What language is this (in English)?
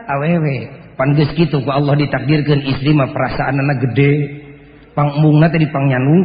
Sundanese